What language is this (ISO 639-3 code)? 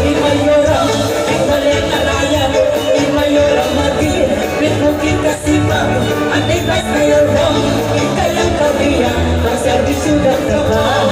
pam